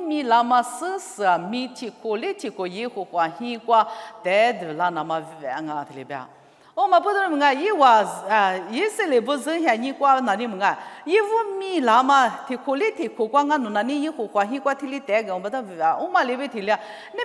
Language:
Lisu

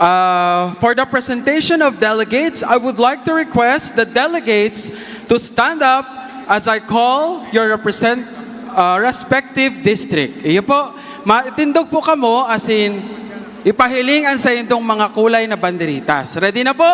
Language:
Bikol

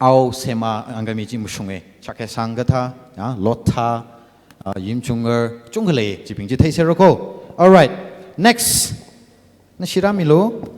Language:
Tangkhul Naga (India)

